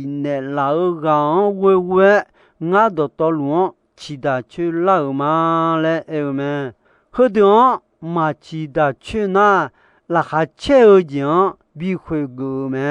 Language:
Akha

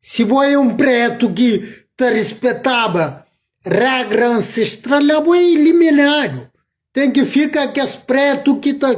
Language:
Kabuverdianu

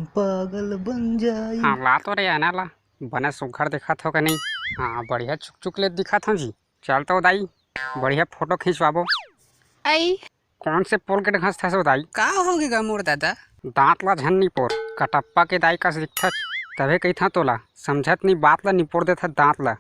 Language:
Chhattisgarhi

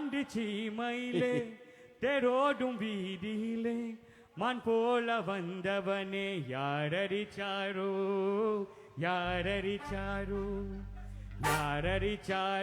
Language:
Morisyen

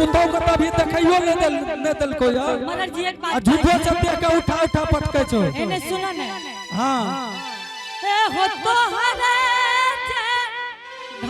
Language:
Angika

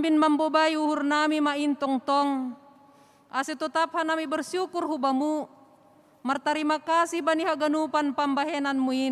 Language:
Batak Simalungun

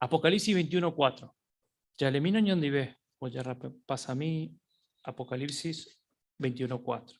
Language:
Guarani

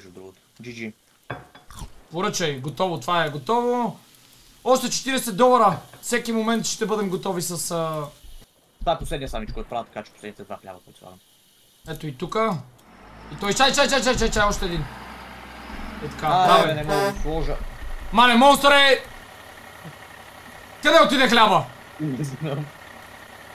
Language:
Bulgarian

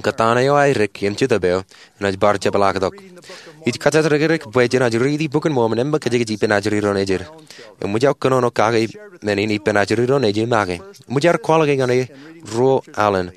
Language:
Marshallese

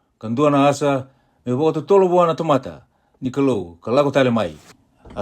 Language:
Fijian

